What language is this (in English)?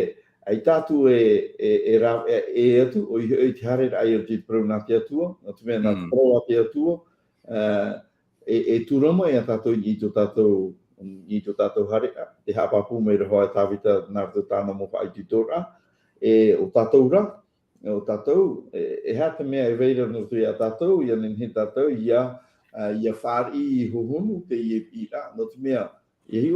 Tahitian